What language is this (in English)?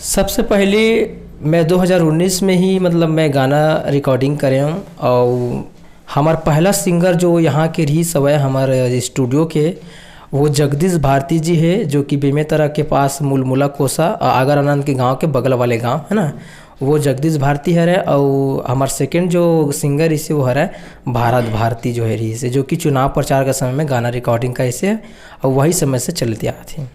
Chhattisgarhi